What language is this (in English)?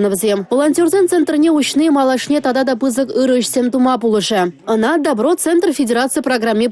Chuvash